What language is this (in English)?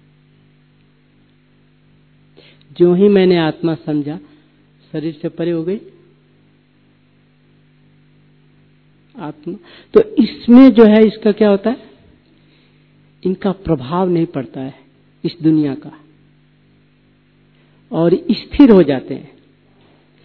Hindi